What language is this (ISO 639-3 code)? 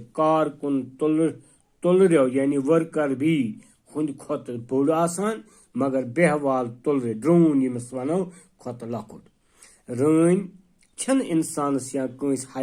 kas